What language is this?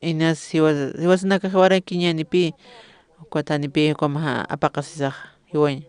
Aymara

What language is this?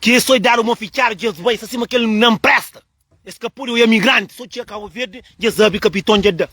Kabuverdianu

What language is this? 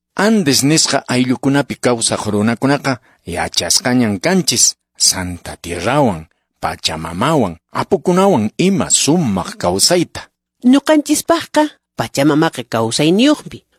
Quechua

